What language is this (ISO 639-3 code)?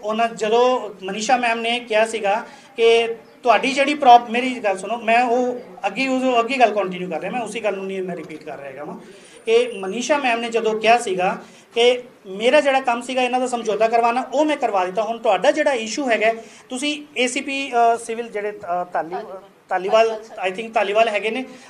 pan